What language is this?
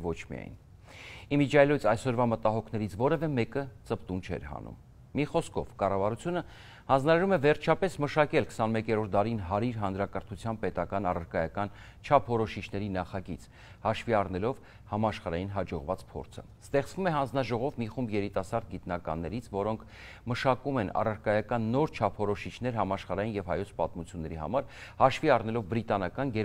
Armenian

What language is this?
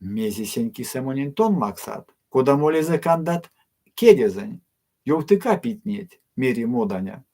Erzya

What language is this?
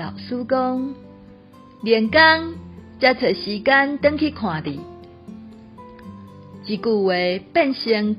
Min Nan Chinese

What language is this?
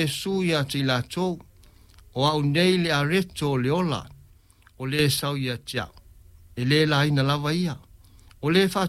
Samoan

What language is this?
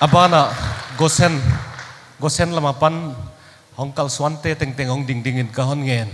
Paite Chin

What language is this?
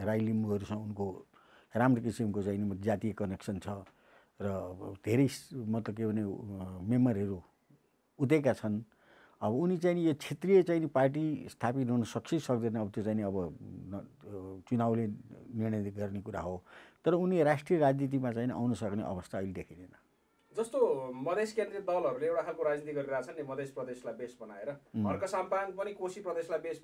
Nepali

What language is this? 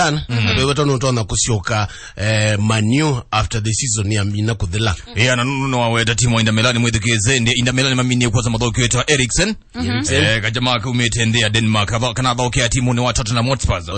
Kamba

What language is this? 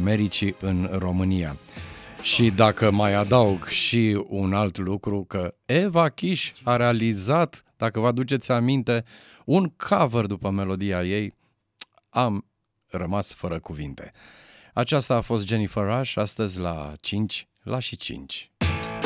Romanian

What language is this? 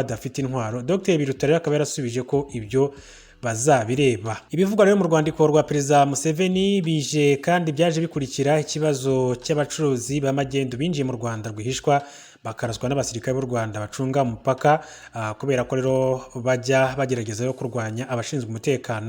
Kinyarwanda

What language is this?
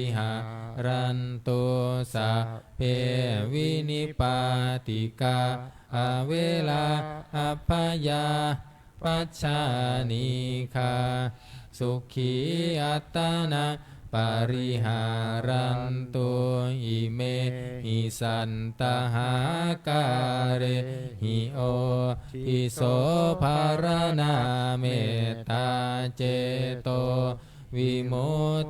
Pali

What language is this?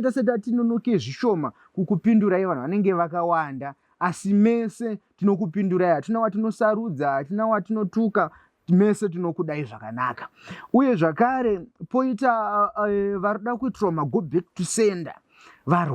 Shona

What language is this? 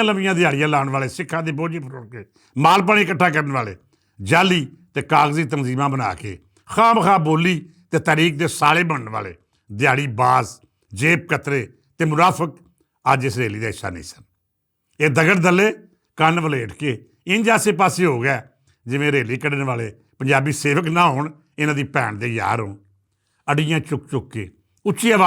Western Panjabi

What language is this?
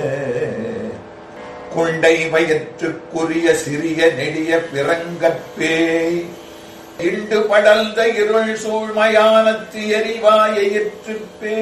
Tamil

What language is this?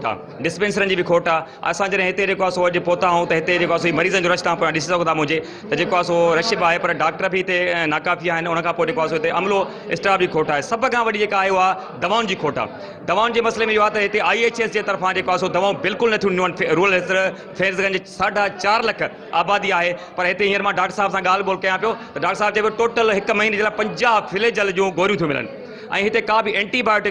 Sindhi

